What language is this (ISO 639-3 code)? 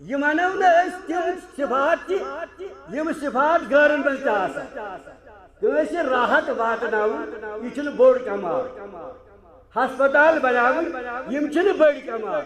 kas